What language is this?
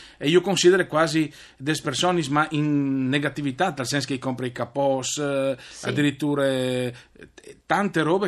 Friulian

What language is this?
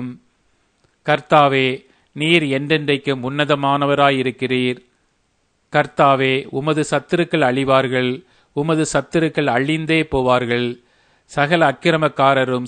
Tamil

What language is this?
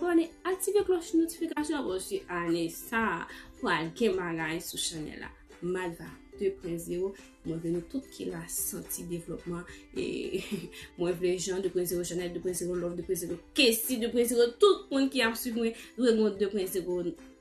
Haitian Creole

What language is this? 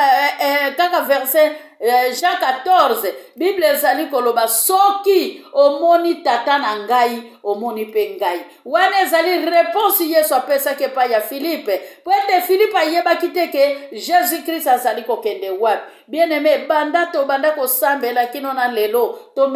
Lingala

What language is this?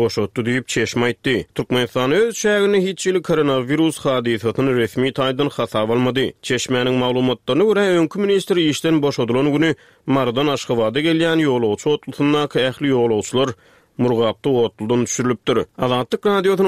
Turkmen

